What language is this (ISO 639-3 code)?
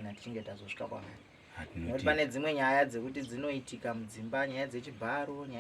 sna